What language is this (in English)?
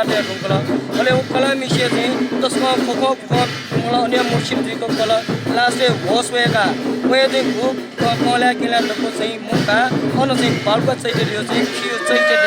Newari